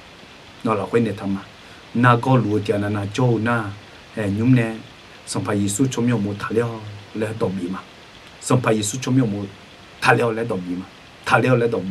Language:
Akha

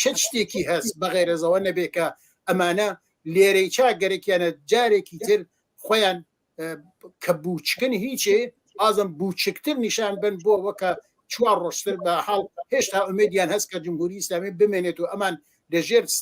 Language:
Central Kurdish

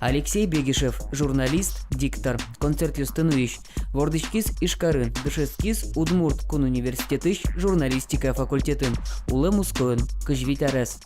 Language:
Udmurt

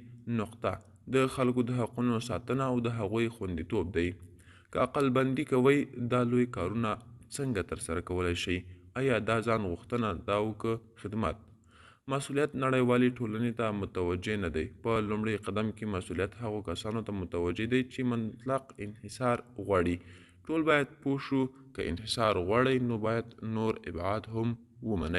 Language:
Pashto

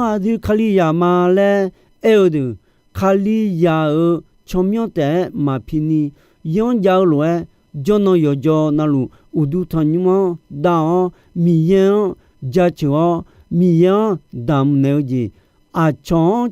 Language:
Akha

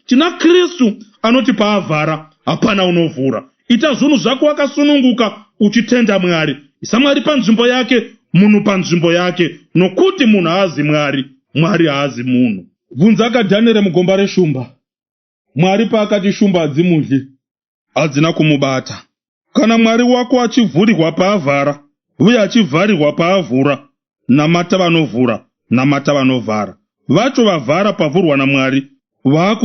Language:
Shona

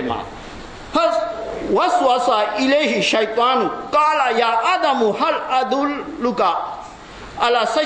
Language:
Burmese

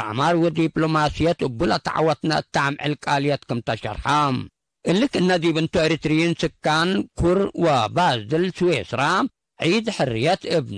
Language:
Tigre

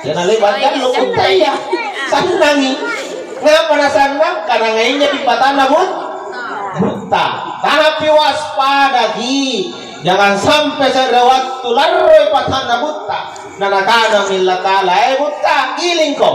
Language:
Makasar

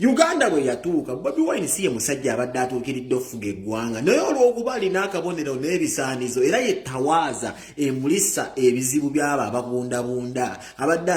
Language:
Ganda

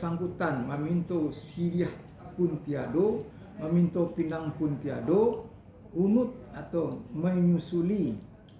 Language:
Minangkabau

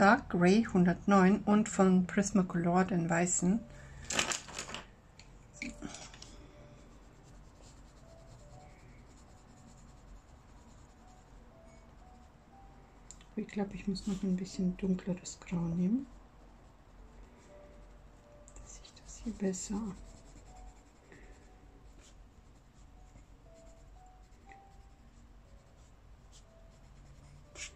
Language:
German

